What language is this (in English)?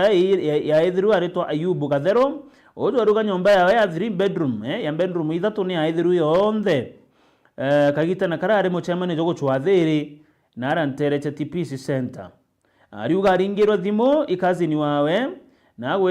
Meru